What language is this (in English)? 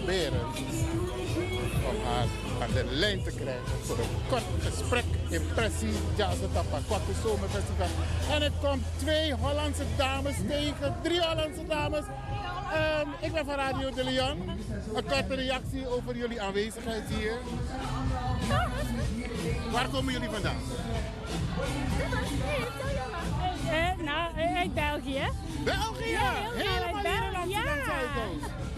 Dutch